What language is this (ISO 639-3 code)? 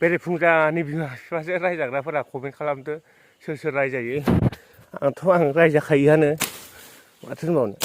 brx